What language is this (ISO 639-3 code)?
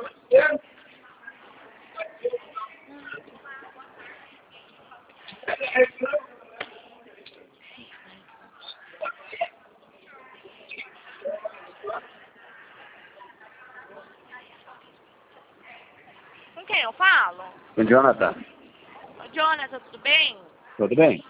por